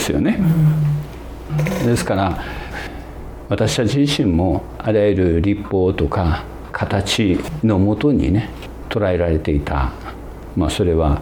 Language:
Japanese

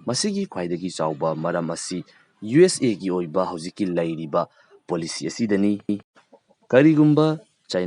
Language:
Manipuri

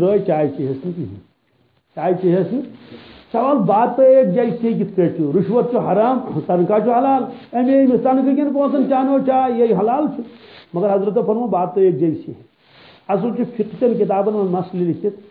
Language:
Kashmiri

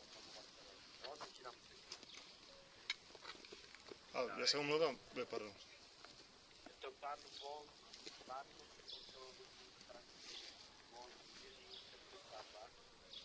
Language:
Czech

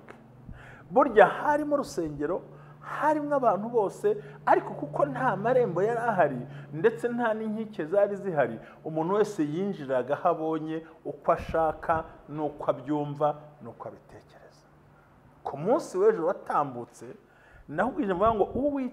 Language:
Kinyarwanda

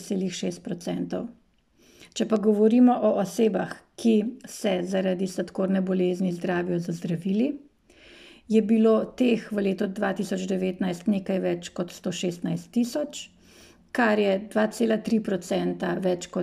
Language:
Slovenian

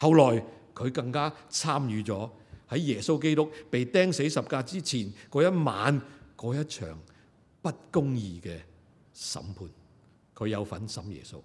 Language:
Cantonese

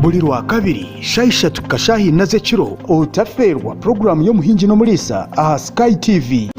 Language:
Nyankole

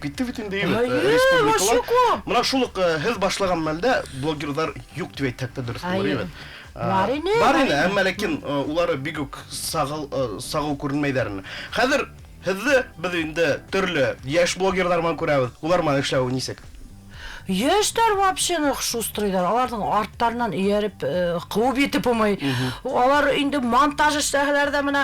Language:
Bashkir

